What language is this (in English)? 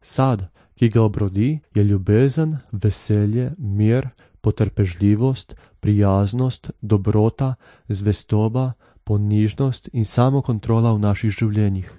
Slovenian